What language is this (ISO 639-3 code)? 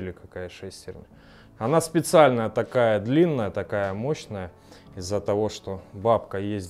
rus